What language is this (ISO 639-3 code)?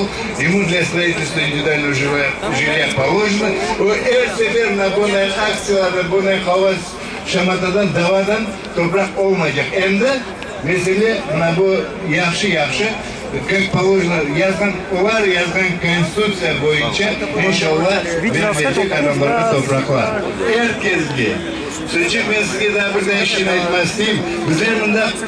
crh